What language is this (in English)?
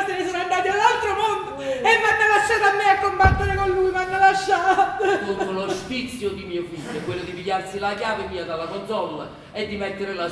Neapolitan